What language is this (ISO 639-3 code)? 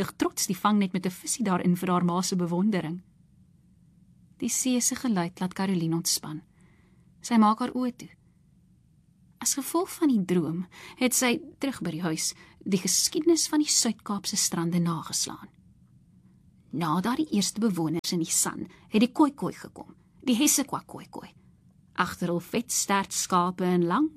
afr